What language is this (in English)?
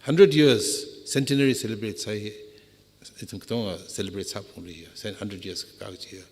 Tangkhul Naga (India)